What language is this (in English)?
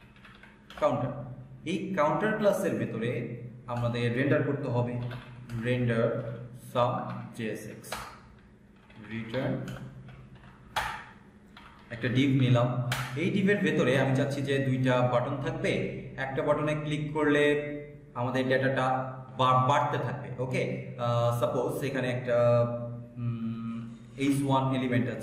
Bangla